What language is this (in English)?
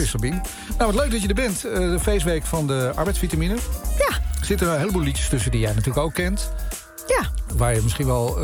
Dutch